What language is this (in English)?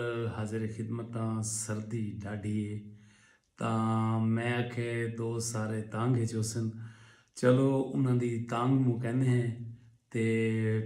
Saraiki